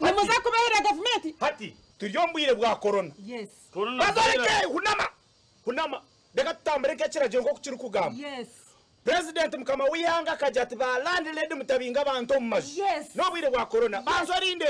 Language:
Nyankole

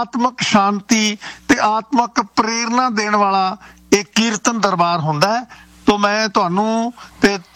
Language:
Punjabi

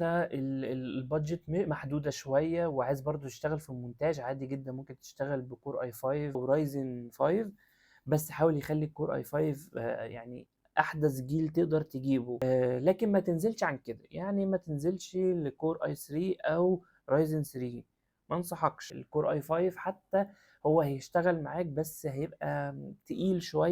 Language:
Egyptian Arabic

